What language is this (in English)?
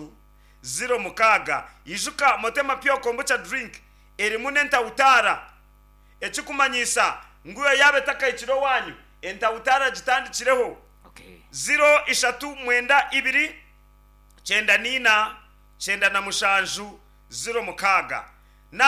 Nyankole